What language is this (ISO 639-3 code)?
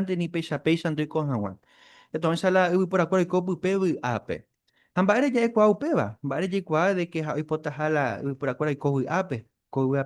grn